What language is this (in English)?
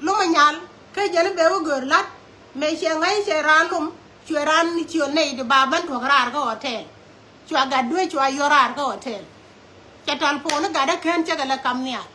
Nuer